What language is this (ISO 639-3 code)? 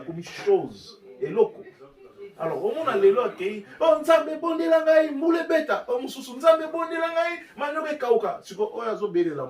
lin